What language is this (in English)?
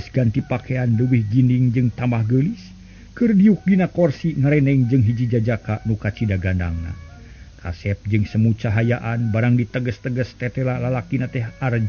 Sundanese